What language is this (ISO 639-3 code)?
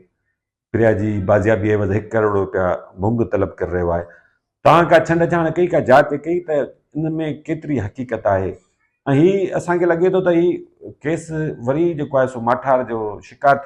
snd